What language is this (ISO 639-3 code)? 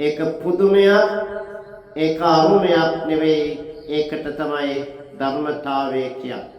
sin